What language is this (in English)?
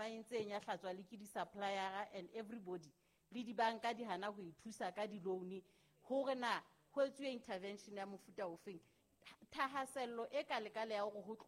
Southern Sotho